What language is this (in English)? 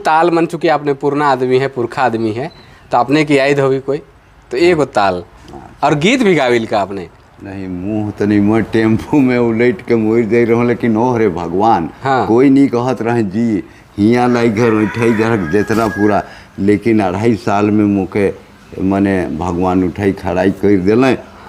Sadri